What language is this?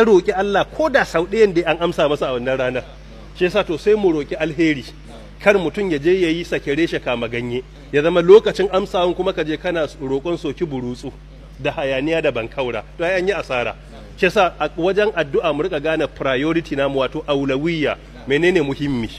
Hausa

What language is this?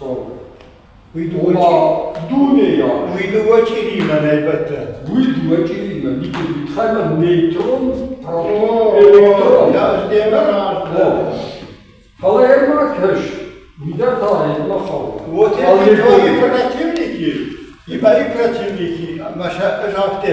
Ossetic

